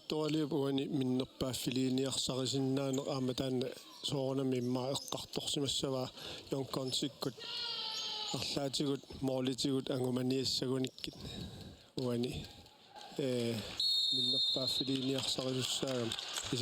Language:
Kalaallisut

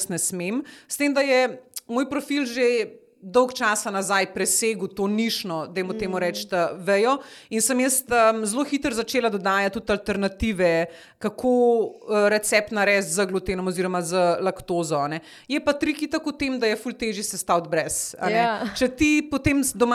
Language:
Slovenian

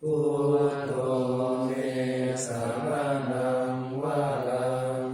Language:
Pali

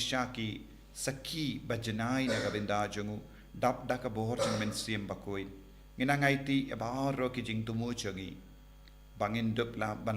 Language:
Khasi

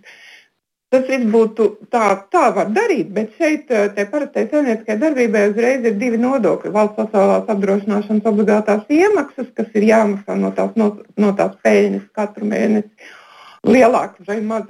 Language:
Latvian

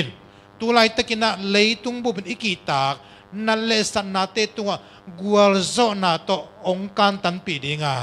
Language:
Tedim Chin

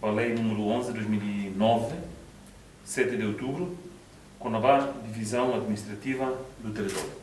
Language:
Tetum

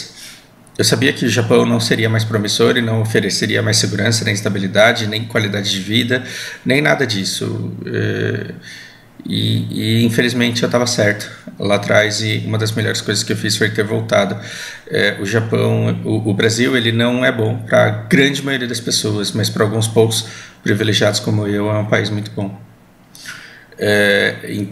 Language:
Portuguese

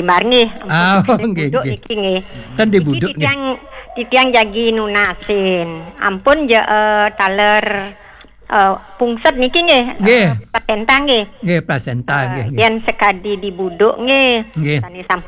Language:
Balinese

